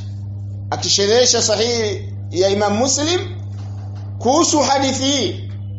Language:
Swahili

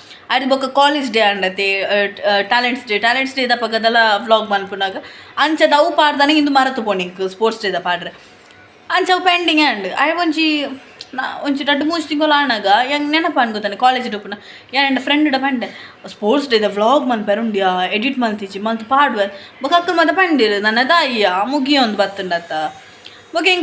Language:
Tulu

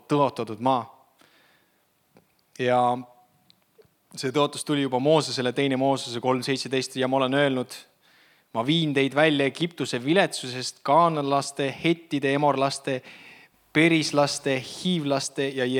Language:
Estonian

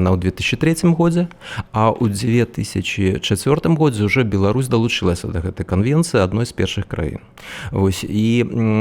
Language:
Belarusian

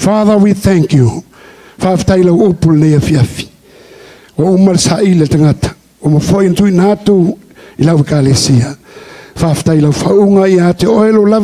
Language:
Samoan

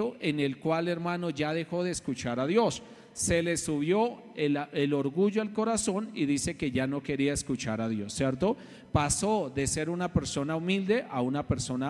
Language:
Spanish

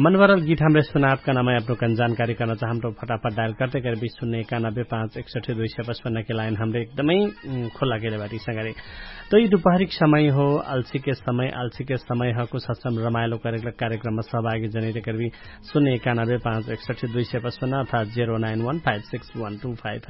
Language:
Dangaura Tharu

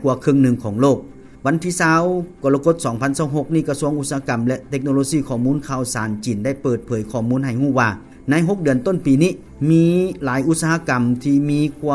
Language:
Lao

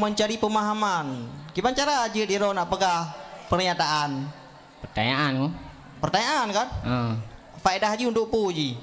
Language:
Achinese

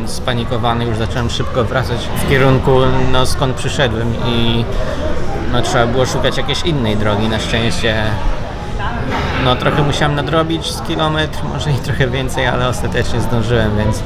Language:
Polish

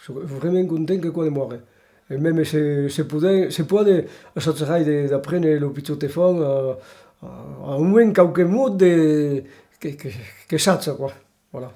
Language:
Occitan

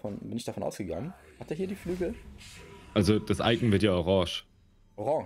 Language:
German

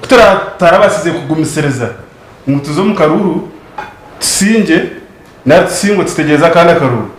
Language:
Nyankole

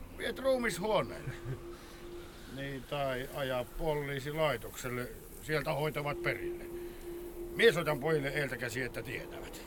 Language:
Finnish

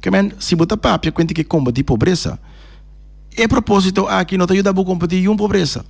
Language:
Papiamento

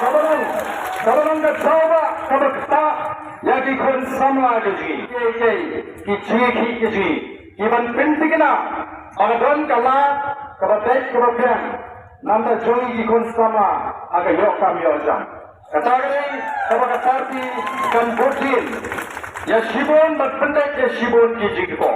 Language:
Khasi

